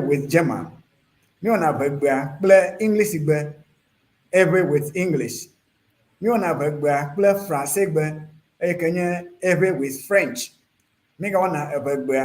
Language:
Ewe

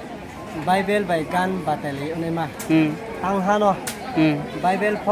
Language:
Riang (India)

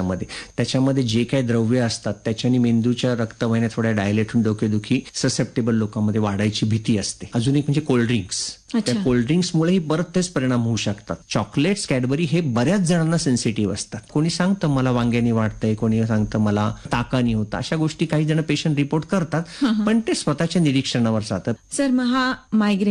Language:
Marathi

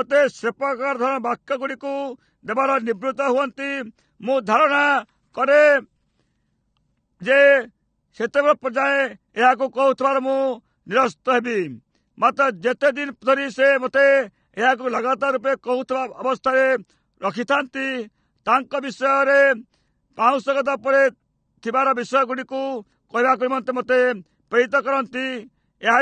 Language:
Odia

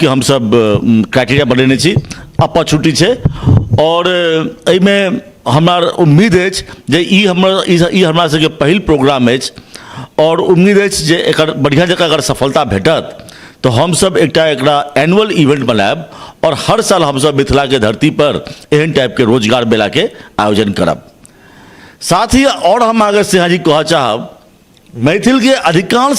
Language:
Maithili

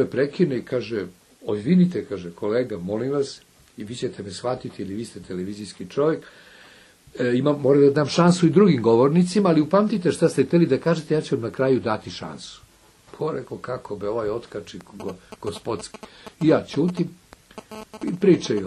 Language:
Serbian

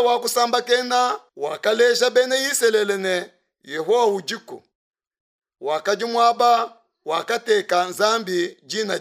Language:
Luba-Lulua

